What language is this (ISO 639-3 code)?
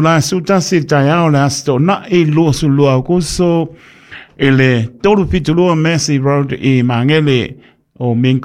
smo